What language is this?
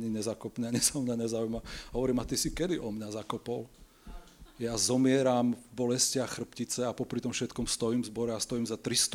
Slovak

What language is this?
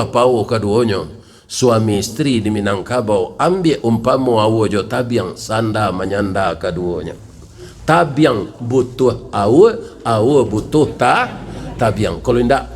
Minangkabau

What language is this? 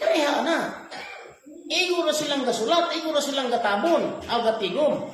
Cebuano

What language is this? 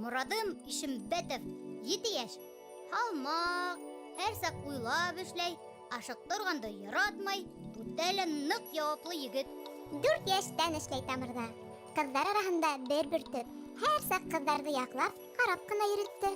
Bashkir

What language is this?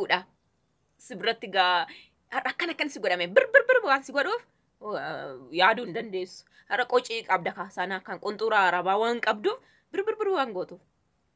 Oromo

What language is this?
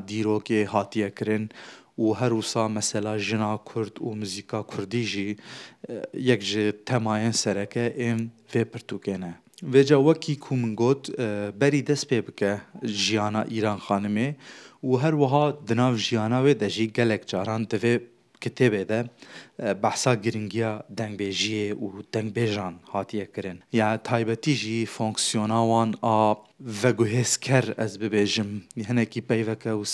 Kurdish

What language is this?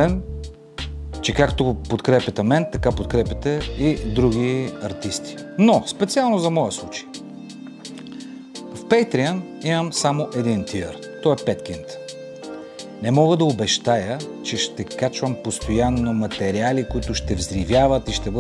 Bulgarian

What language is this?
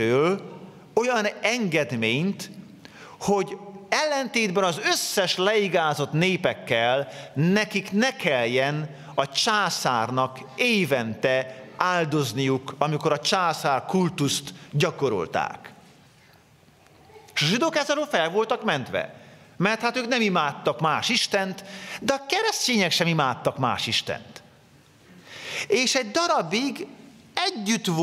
Hungarian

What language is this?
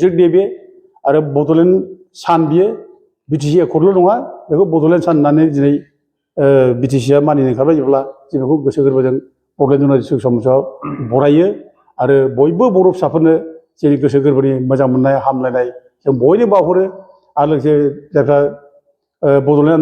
Bodo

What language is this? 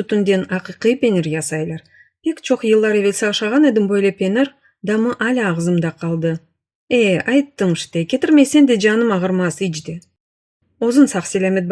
Crimean Tatar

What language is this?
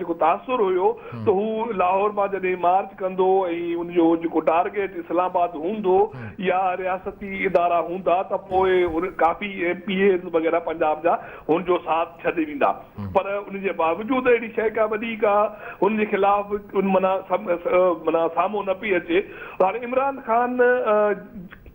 Sindhi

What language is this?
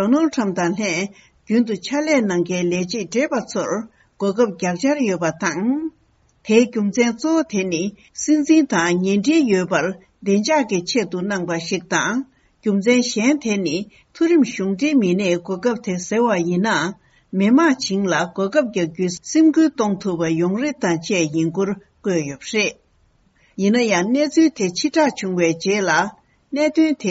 Tibetan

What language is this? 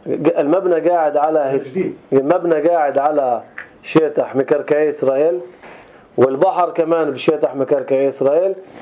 North Levantine Arabic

